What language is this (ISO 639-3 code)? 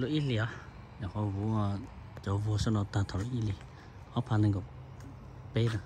hmn